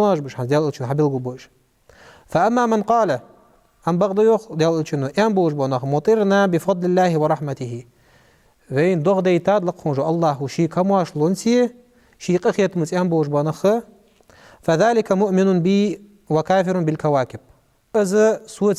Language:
Ingush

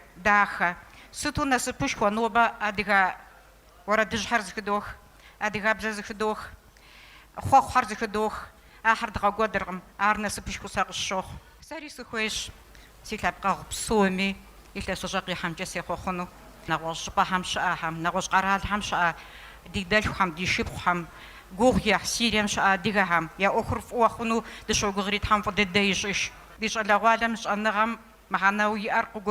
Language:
Kabardian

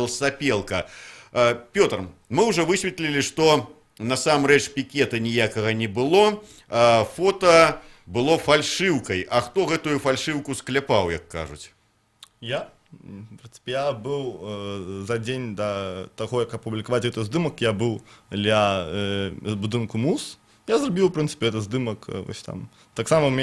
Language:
Belarusian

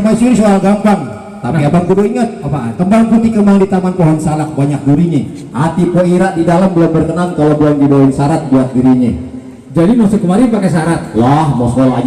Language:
Betawi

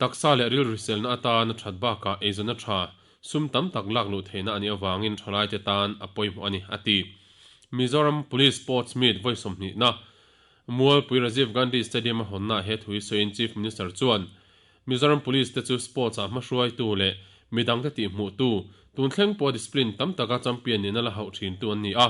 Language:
Mizo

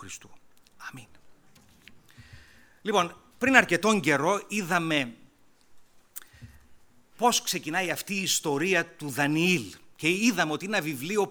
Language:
Greek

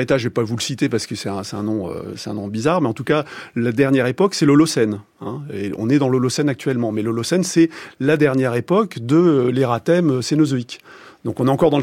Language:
French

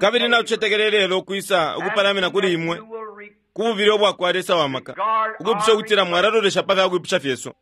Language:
Bemba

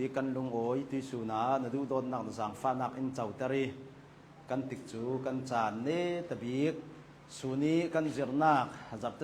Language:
Hakha Chin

